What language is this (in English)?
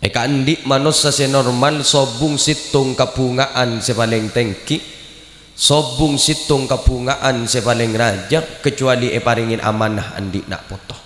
Madurese